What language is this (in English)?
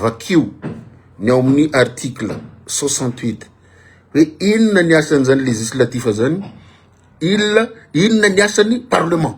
Malagasy